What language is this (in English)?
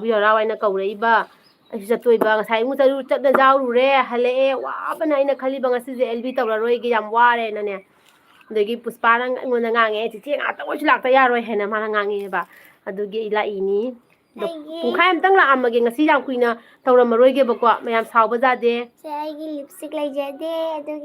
Manipuri